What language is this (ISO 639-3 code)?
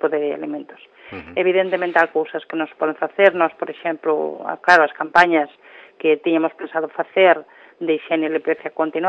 glg